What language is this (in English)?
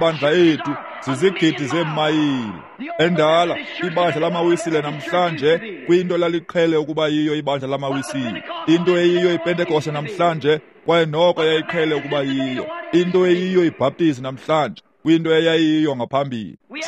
Xhosa